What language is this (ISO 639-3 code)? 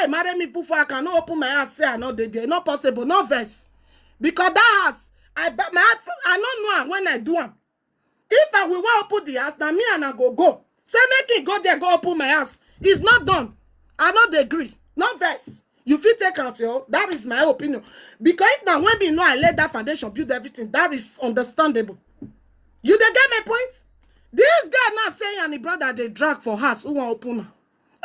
pcm